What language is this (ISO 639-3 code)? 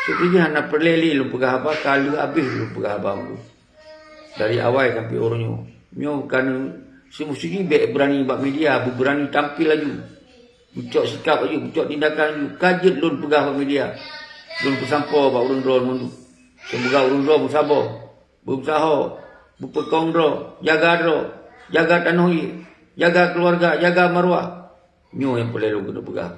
ace